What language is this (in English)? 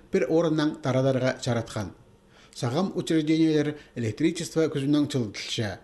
Khakas